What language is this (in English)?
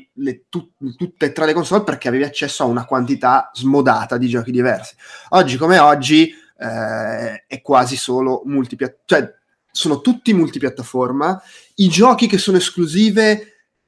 Italian